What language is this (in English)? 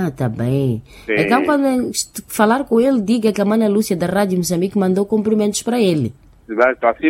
Portuguese